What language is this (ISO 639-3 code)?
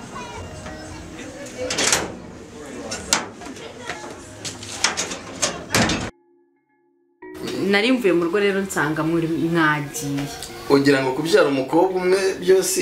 kin